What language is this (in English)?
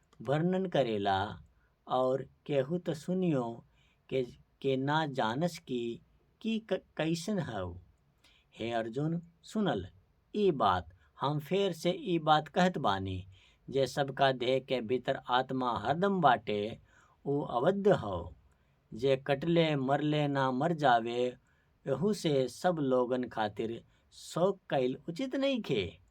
Bhojpuri